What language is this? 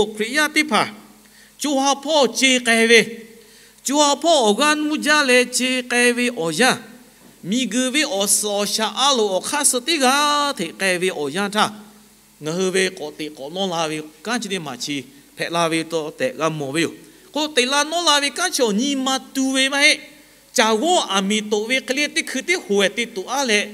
Lahu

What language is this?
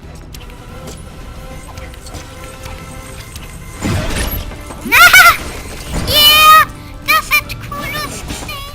Swiss German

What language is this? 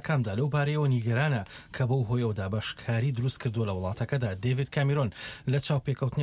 Central Kurdish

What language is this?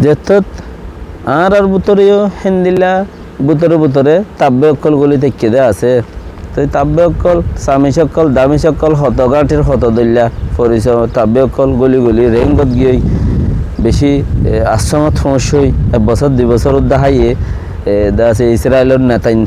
Rohingya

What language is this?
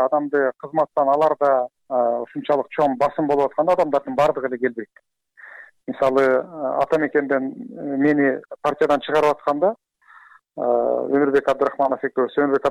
Kyrgyz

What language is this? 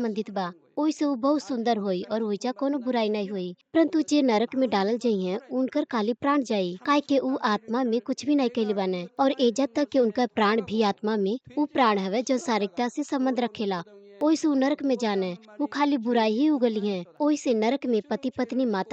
Bhojpuri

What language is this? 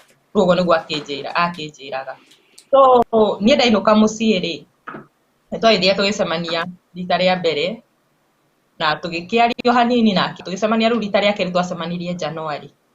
Kikuyu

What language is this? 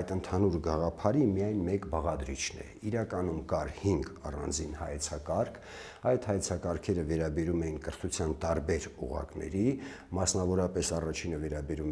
Armenian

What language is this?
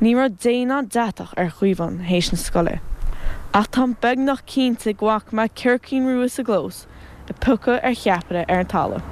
Irish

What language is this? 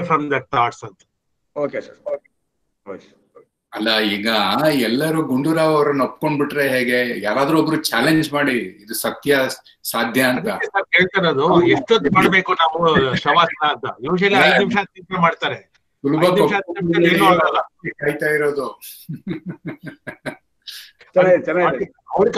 Kannada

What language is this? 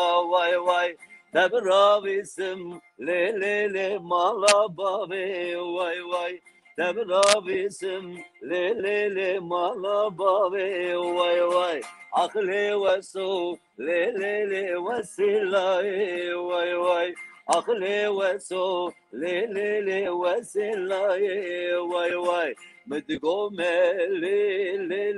Zaza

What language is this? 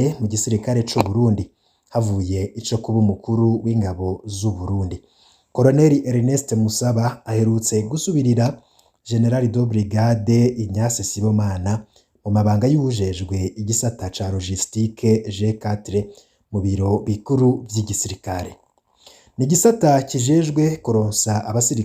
Rundi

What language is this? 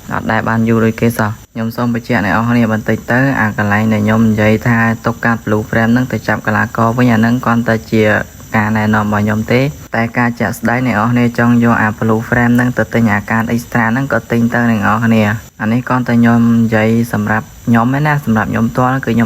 Khmer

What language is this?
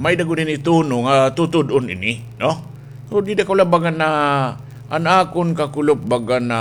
Waray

